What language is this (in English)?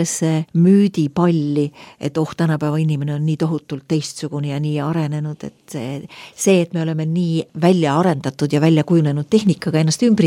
Estonian